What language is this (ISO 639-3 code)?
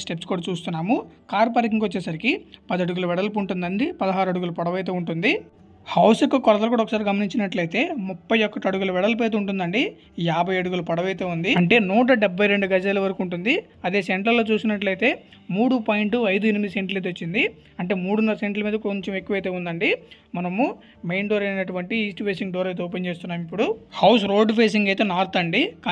tel